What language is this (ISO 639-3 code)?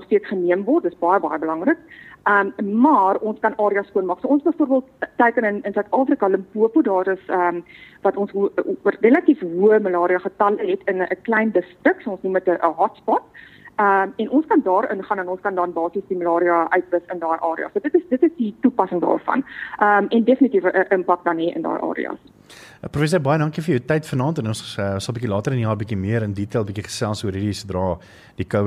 afr